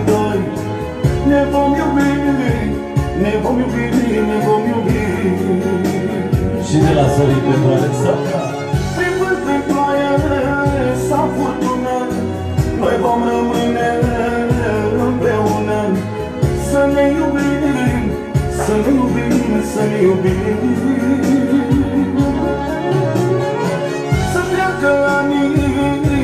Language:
Romanian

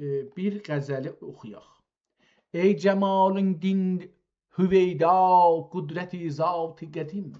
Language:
South Azerbaijani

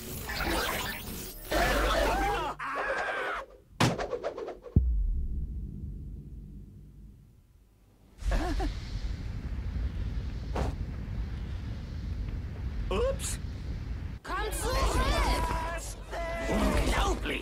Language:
German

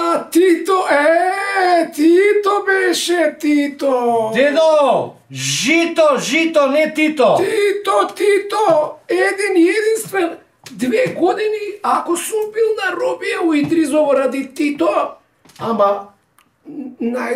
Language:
Macedonian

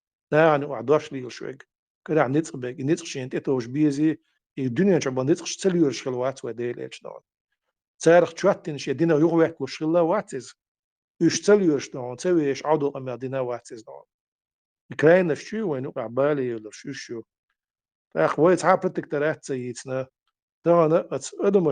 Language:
Chechen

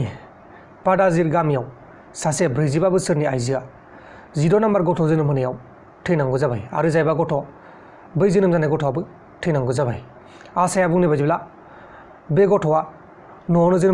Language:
Bodo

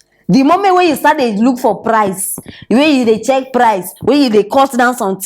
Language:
Nigerian Pidgin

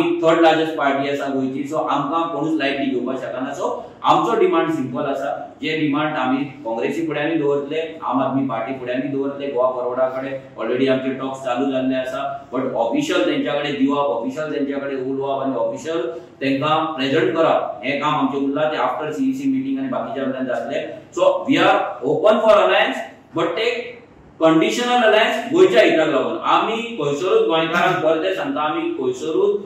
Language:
Konkani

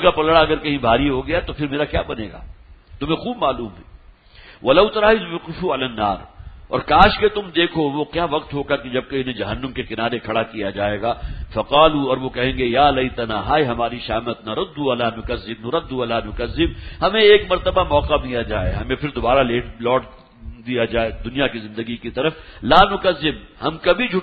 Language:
Urdu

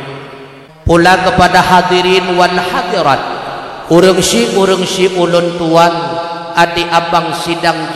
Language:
Achinese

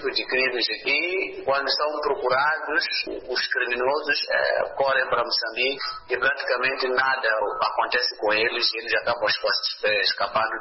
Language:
Portuguese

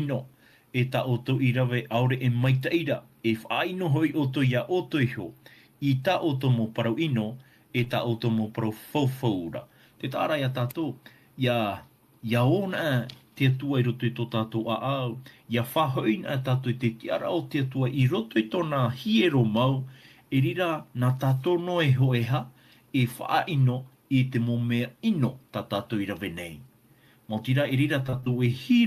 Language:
Tahitian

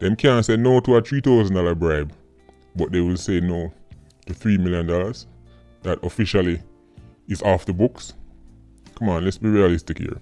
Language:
Jamaican Creole English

